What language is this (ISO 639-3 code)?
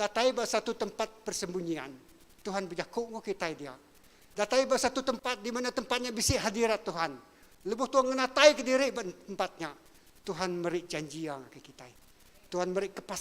iba